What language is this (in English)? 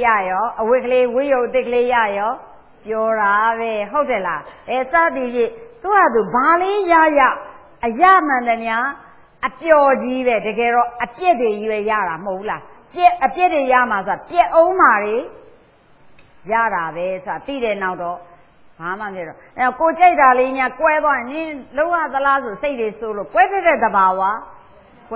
Burmese